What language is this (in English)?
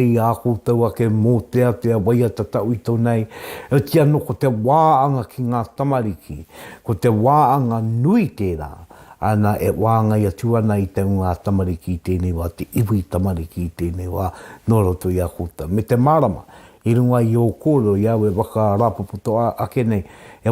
Māori